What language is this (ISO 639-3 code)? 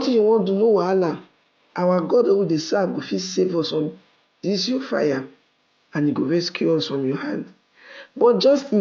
pcm